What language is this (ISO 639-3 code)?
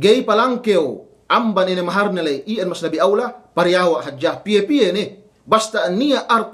yka